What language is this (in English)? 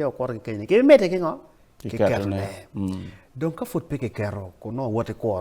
Acoli